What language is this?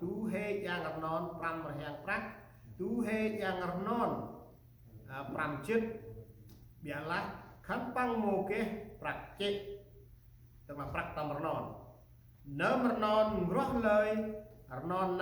Central Mnong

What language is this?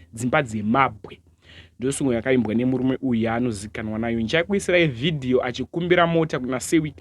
Shona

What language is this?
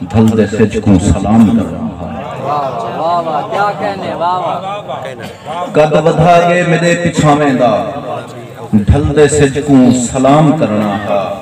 Saraiki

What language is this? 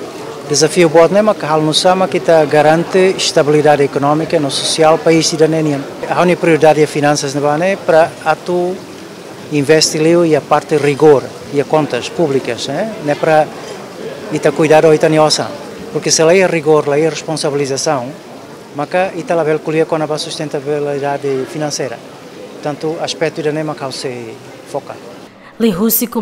Tetum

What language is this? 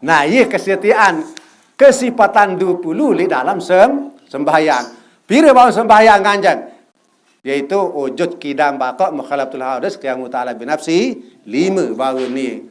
Sasak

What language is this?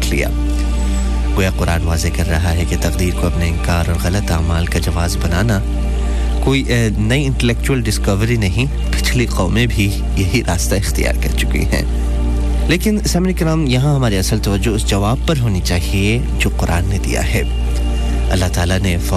Urdu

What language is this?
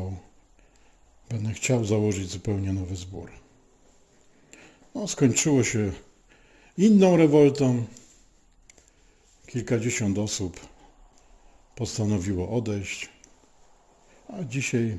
Polish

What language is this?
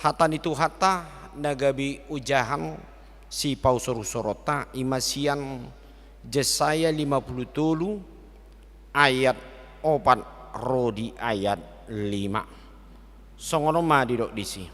Batak Toba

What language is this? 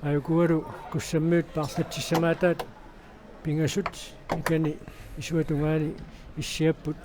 Kalaallisut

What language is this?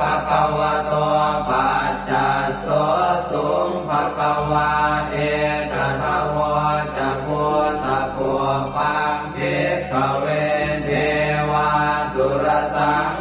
Pali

